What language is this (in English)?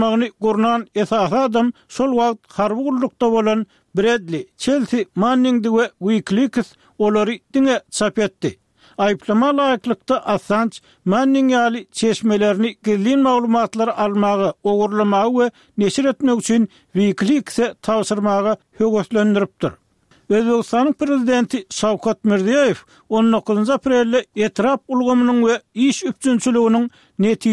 Turkmen